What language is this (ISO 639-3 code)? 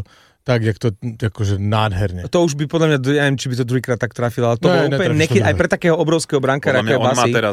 slk